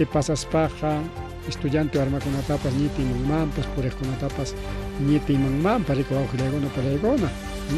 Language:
Ayacucho Quechua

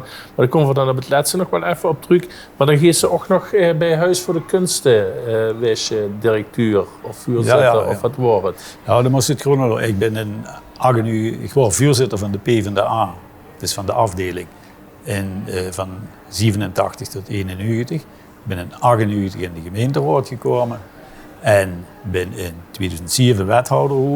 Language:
Limburgish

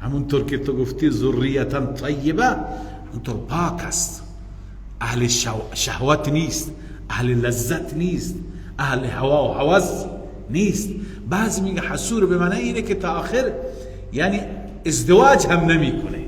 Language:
Persian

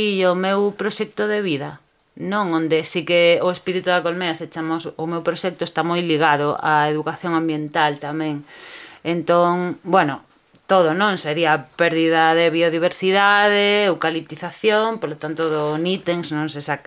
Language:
Galician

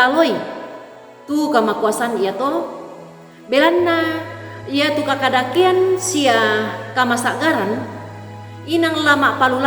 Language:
Toraja-Sa'dan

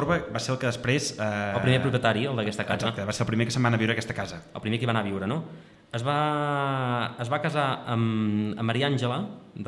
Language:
Catalan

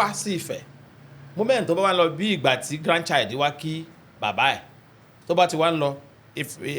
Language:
Yoruba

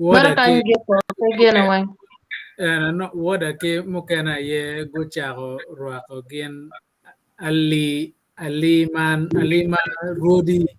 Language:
Acoli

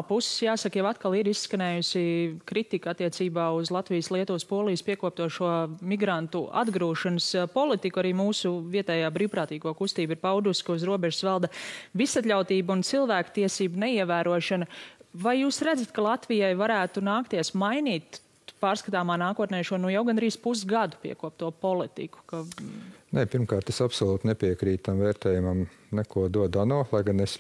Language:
Latvian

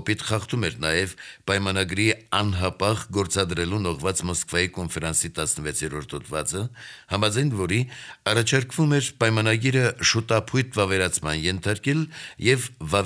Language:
Armenian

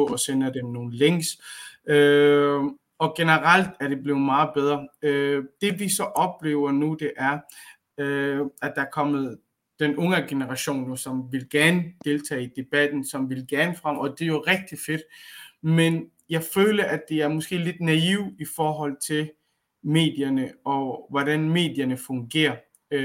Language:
Danish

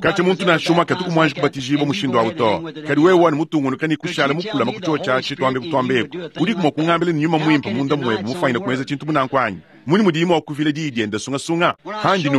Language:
Luba-Lulua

